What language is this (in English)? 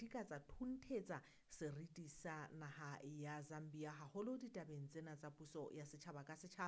Southern Sotho